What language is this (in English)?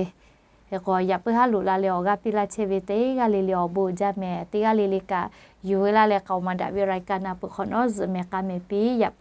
Lahu